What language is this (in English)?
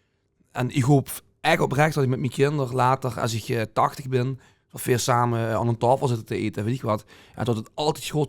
Limburgish